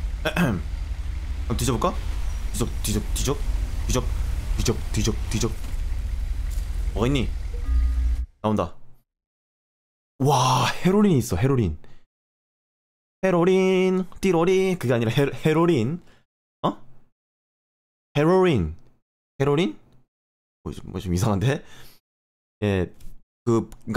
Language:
Korean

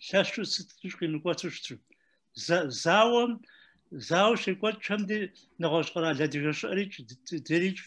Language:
Kabardian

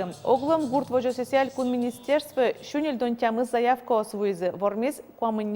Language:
Udmurt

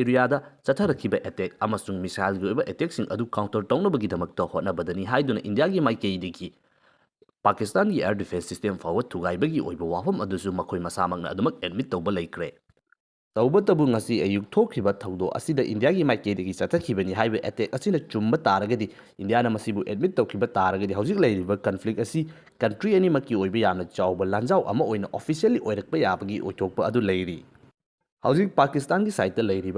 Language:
Manipuri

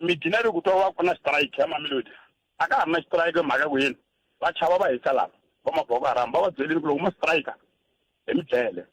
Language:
Tsonga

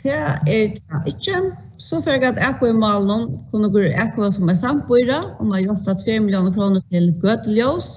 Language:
Faroese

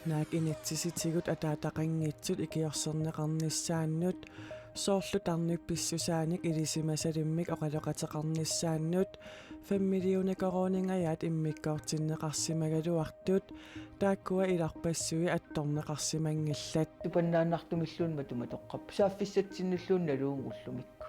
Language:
Kalaallisut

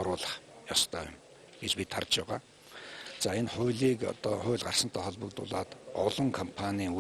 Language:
Mongolian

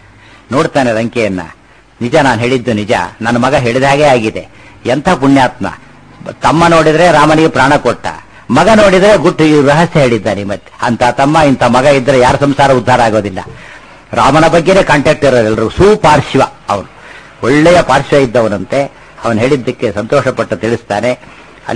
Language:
Kannada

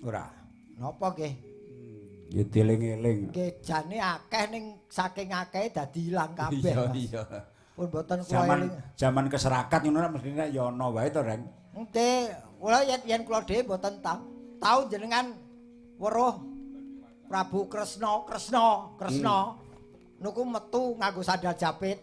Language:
Javanese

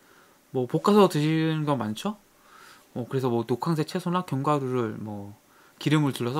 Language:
Korean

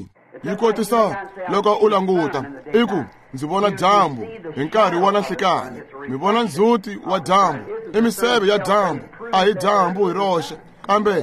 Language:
Tsonga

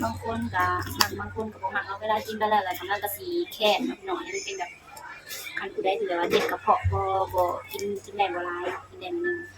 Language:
Lao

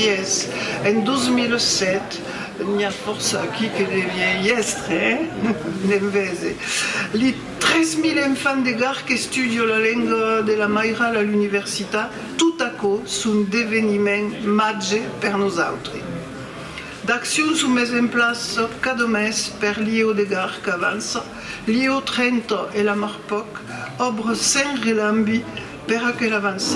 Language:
Occitan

